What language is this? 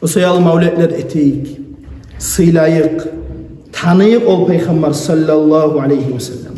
Kumyk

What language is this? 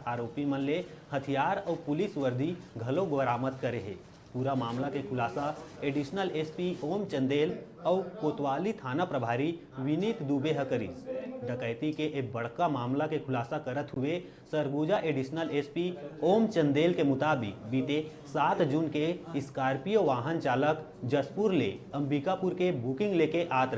Chhattisgarhi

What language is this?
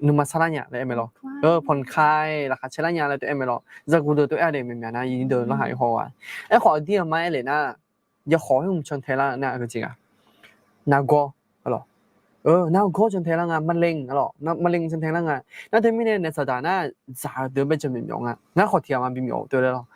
Akha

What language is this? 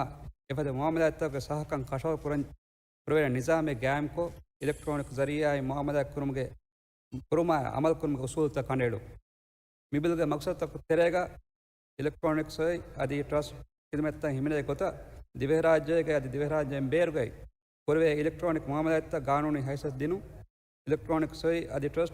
Divehi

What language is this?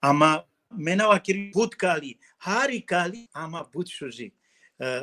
Balkan Romani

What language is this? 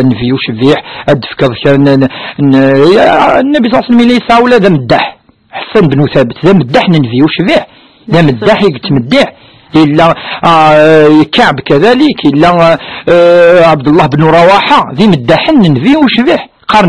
Kabyle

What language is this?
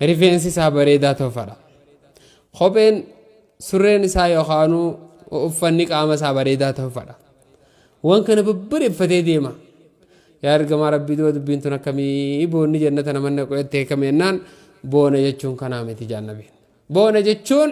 Oromo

